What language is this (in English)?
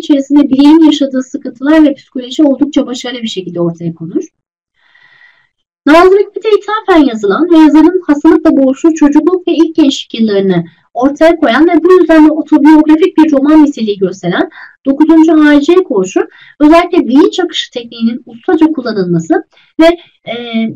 Turkish